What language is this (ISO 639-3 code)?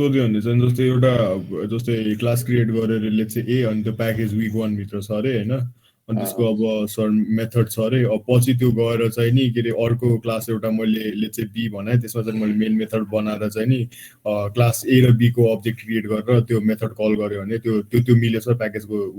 nep